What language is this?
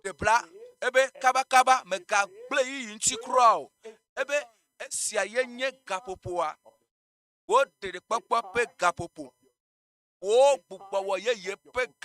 Ewe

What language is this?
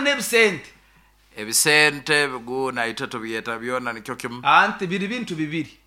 Nyankole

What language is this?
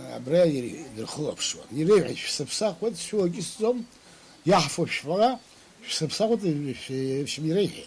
Abkhazian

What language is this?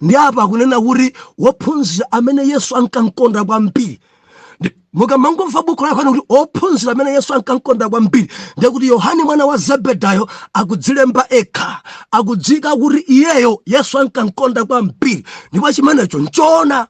Nyanja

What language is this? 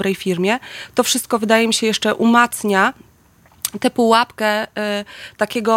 Polish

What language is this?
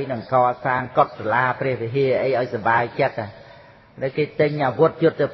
Khmer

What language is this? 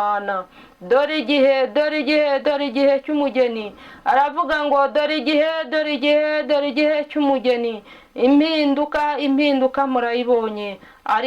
Kinyarwanda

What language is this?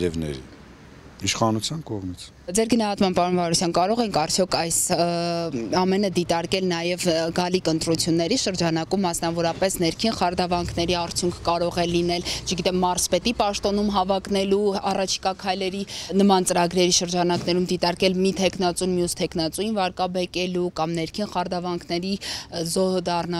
Armenian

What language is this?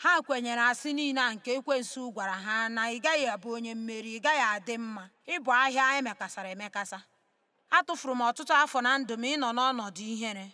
Igbo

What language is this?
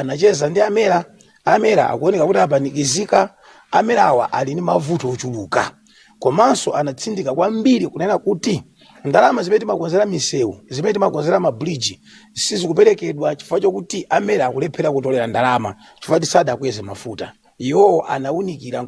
Nyanja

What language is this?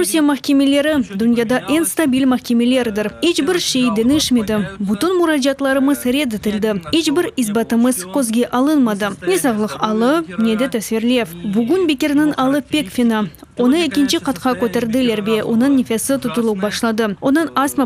Crimean Tatar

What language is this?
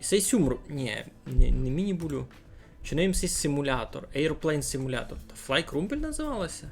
Rusyn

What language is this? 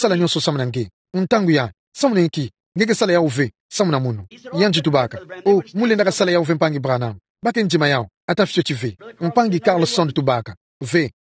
Kituba (Democratic Republic of Congo)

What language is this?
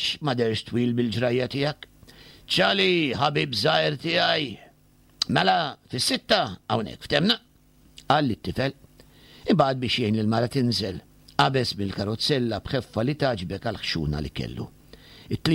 Maltese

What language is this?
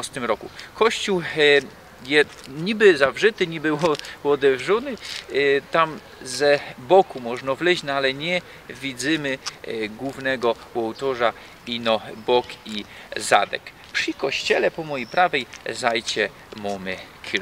Silesian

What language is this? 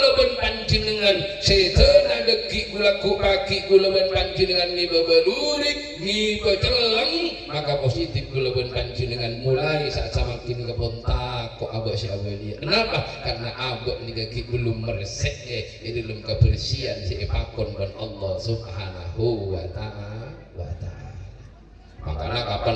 Madurese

